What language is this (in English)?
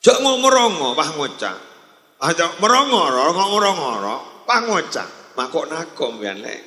Madurese